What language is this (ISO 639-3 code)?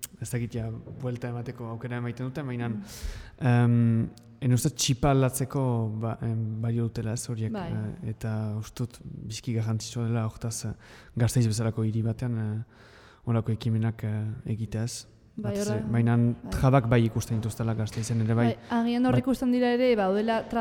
eus